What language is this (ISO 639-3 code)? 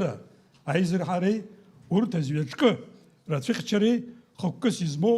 abk